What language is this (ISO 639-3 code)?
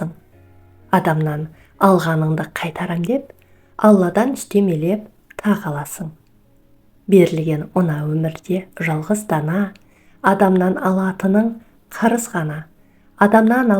kaz